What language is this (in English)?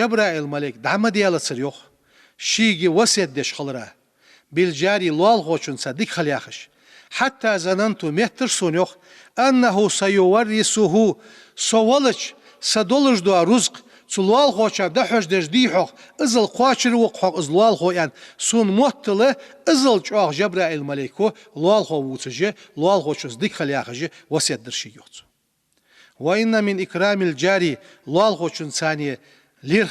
Ingush